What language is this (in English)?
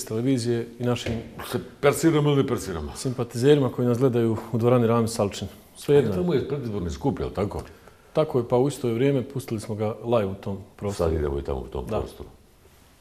Bosnian